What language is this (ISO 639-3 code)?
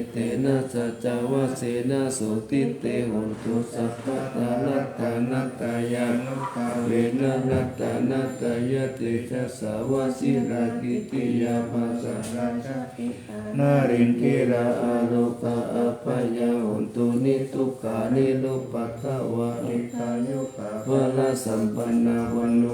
pli